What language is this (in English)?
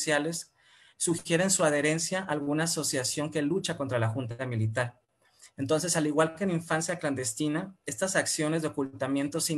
Spanish